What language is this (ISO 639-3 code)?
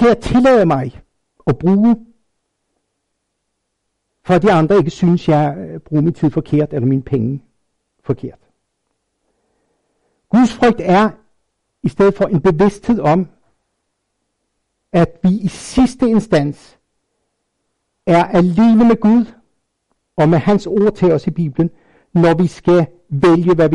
dan